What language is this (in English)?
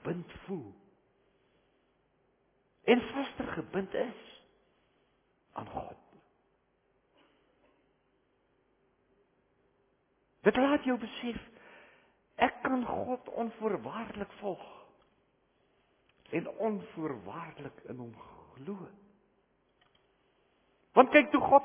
Afrikaans